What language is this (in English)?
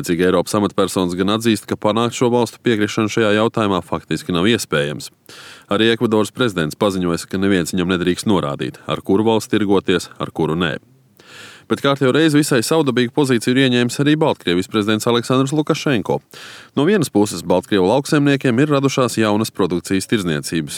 Latvian